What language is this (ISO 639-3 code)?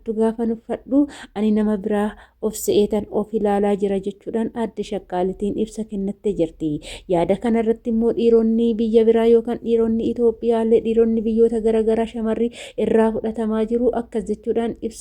orm